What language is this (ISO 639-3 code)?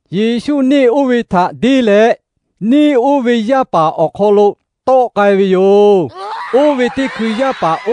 lhu